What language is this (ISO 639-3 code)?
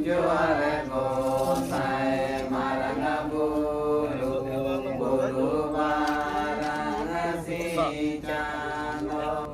sat